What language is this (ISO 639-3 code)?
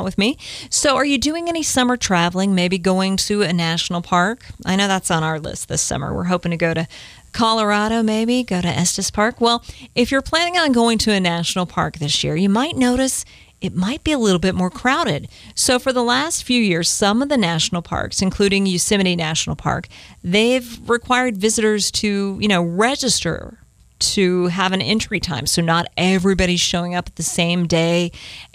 eng